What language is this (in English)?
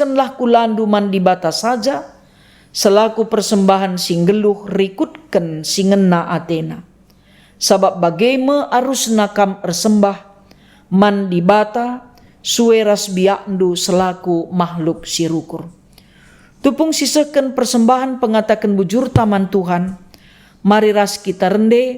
Batak Karo